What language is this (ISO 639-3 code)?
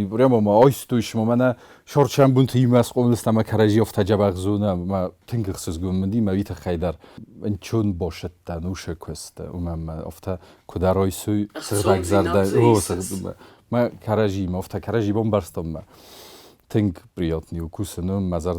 oss